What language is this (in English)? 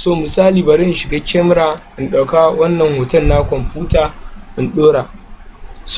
Hausa